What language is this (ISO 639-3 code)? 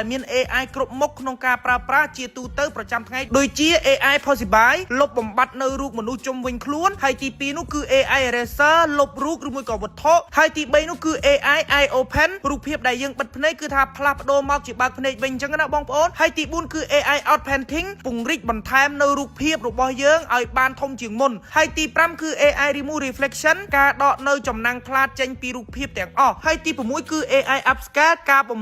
khm